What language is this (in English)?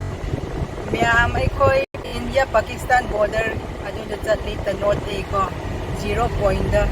Manipuri